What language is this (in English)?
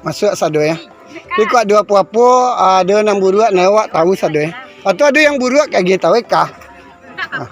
Minangkabau